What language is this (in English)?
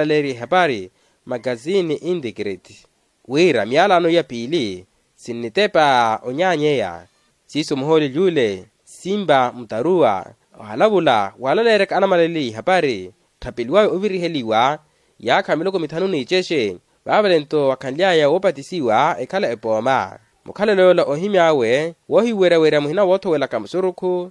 Makhuwa